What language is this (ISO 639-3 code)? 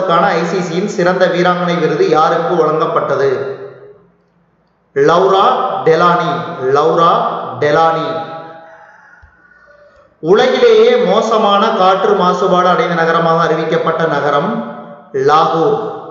tam